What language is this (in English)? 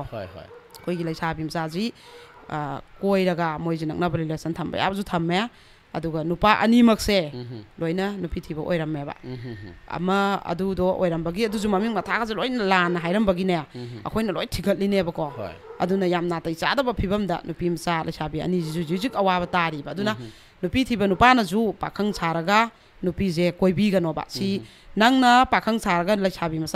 Manipuri